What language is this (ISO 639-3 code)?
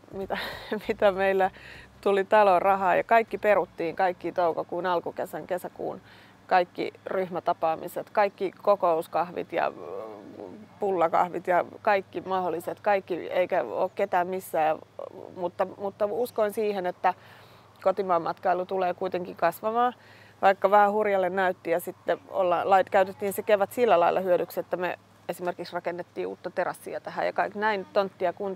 fin